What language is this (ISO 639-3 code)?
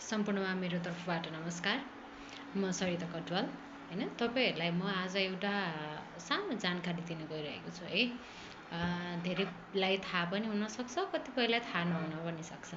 nep